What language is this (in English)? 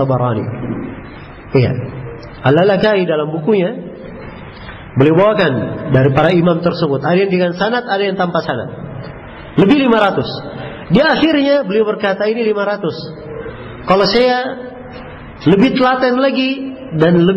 Indonesian